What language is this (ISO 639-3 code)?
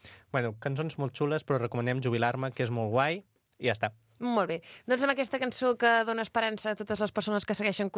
cat